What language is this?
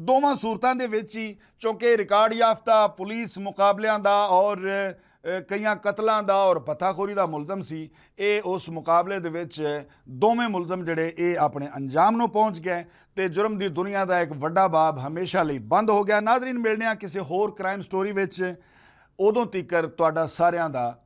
Western Panjabi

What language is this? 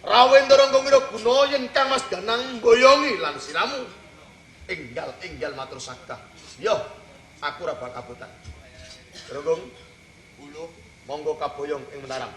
Javanese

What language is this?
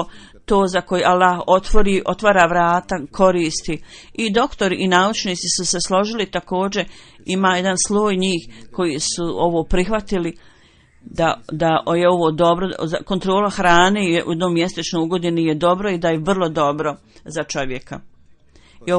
Bosnian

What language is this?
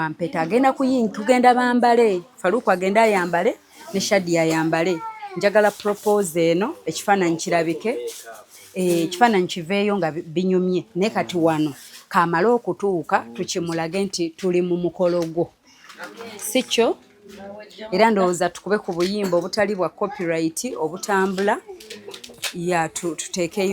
Ganda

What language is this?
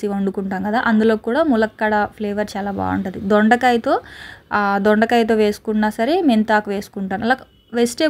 Telugu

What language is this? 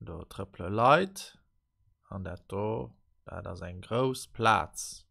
Luxembourgish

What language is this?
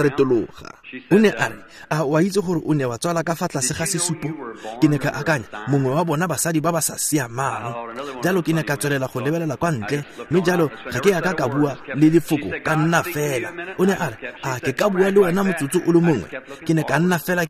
Tswana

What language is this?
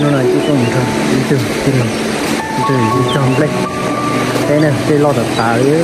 Hmong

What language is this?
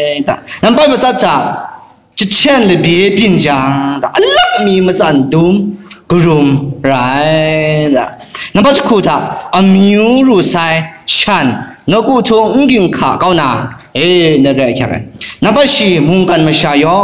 Kachin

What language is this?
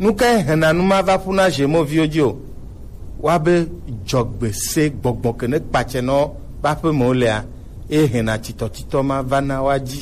Gen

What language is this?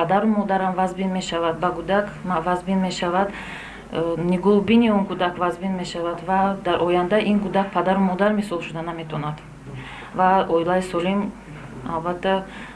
Tajik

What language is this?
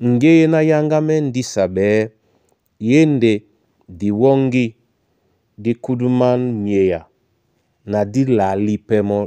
Duala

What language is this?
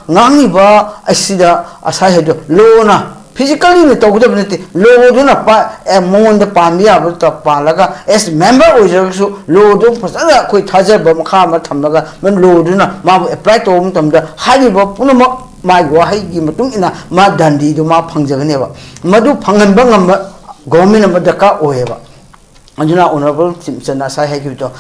Manipuri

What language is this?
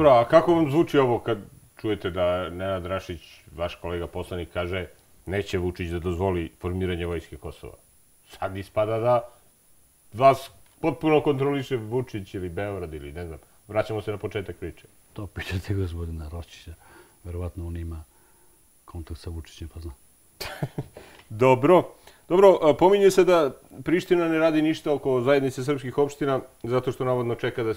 Serbian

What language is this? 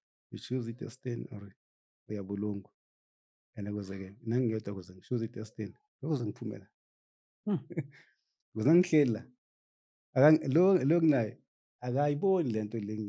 Zulu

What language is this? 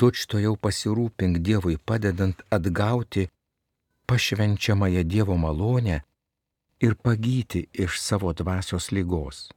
Lithuanian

